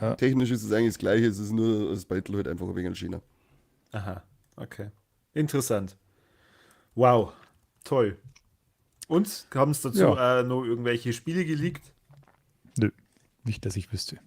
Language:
Bavarian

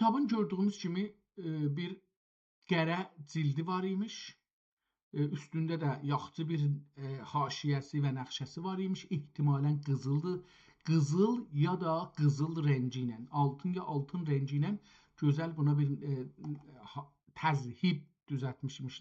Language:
South Azerbaijani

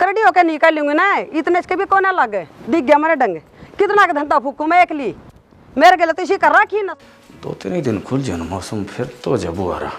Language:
Haryanvi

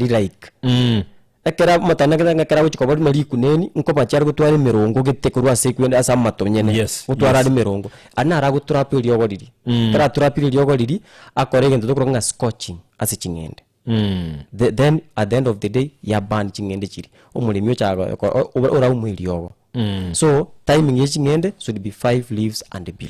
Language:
Gusii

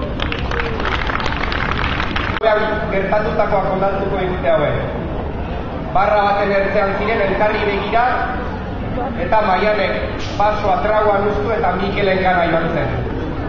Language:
Basque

